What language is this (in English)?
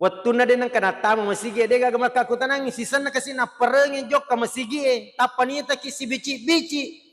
Buginese